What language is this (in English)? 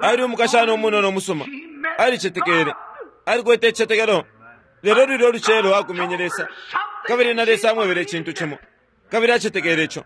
Bemba